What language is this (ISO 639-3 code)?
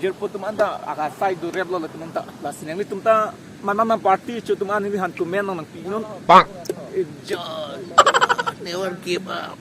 mjw